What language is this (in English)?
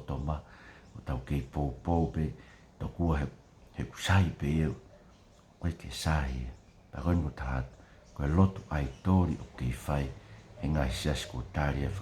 Tongan